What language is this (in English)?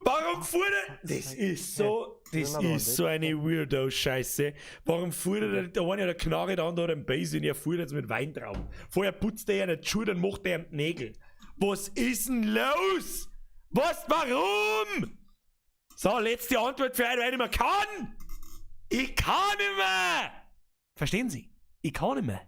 Bavarian